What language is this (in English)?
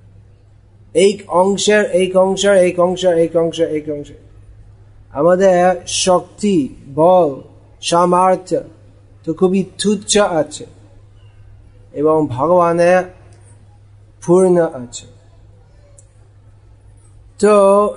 Bangla